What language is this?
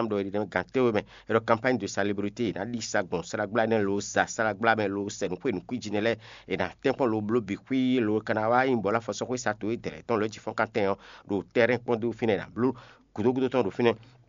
Fon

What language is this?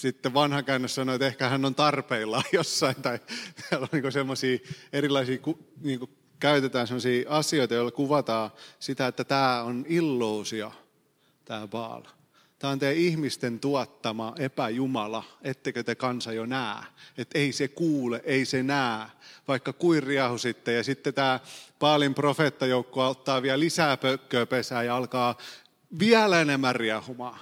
Finnish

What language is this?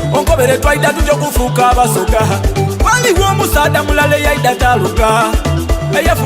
Soga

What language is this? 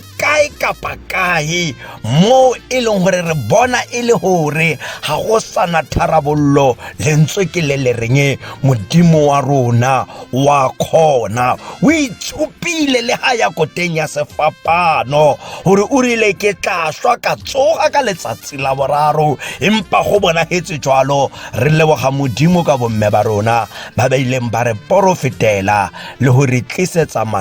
Tswana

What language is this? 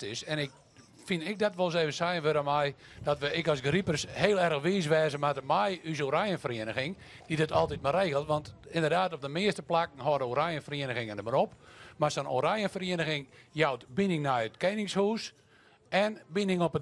Western Frisian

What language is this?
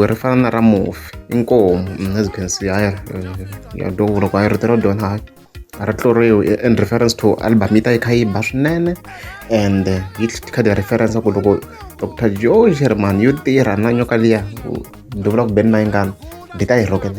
Tsonga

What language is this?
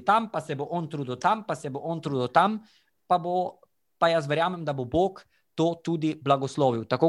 Slovenian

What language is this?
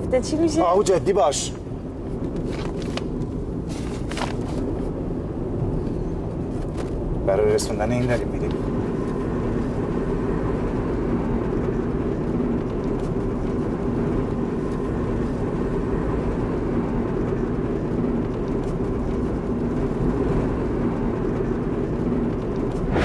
Persian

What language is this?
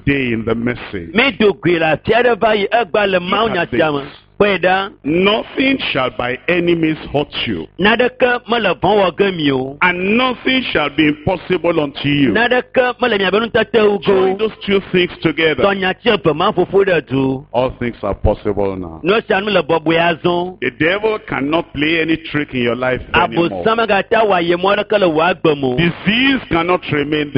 Ewe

